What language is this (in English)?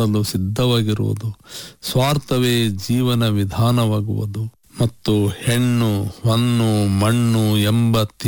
Kannada